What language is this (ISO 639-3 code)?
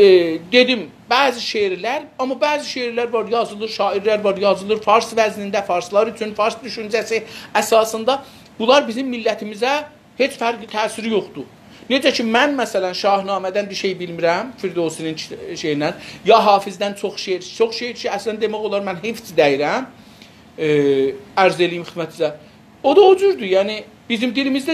azb